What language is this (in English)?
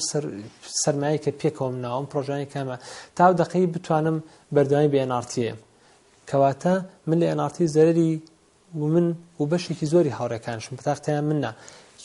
Central Kurdish